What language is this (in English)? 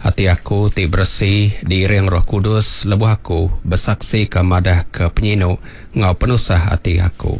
Iban